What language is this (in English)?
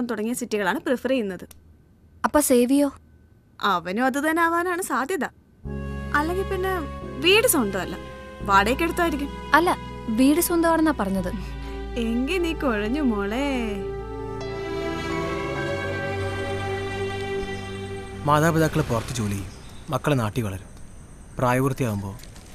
Malayalam